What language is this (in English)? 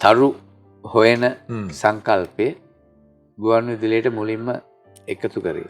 Sinhala